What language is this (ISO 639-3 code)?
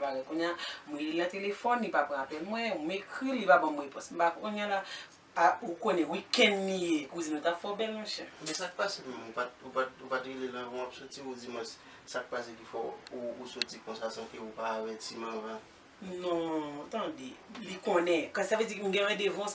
hat